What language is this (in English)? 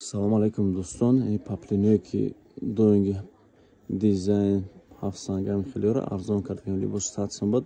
Tajik